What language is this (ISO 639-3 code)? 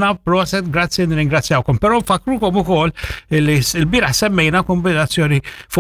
mlt